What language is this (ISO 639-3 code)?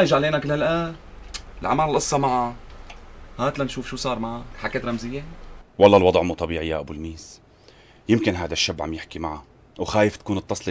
apc